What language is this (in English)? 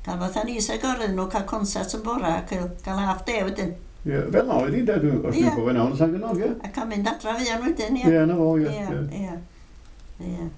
Welsh